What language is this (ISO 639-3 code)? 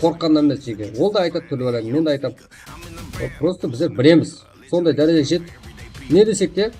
kaa